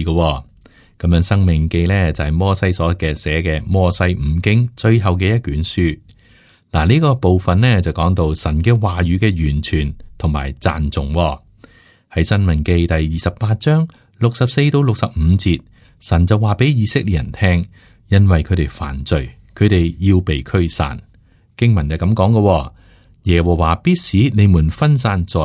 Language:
Cantonese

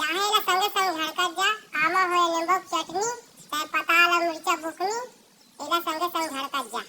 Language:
Chhattisgarhi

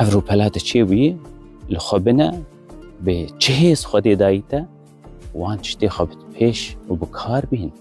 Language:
Kurdish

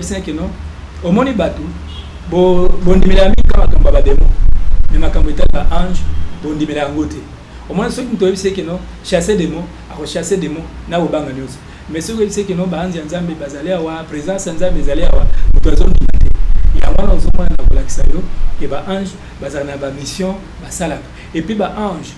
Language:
Lingala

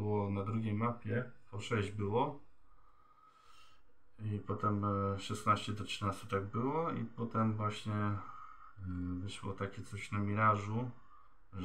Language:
Polish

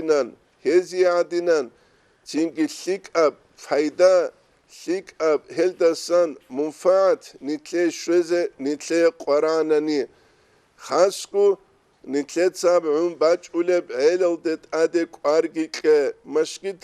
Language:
Avaric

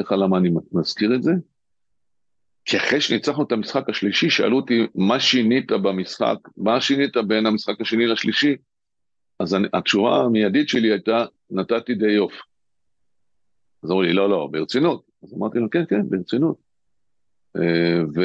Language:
Hebrew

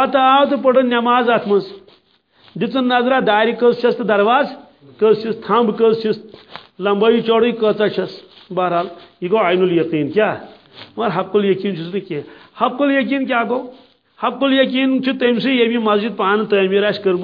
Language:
Kashmiri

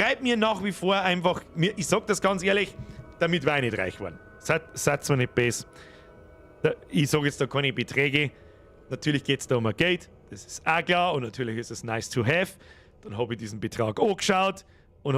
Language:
Bavarian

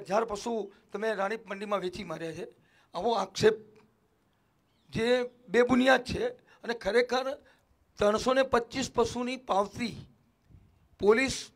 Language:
Gujarati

